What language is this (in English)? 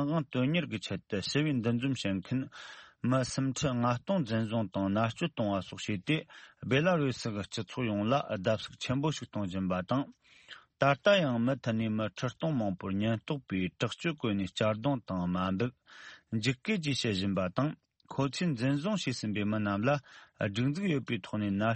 Tibetan